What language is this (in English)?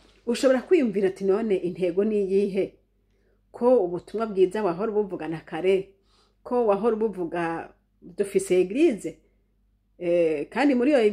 Rundi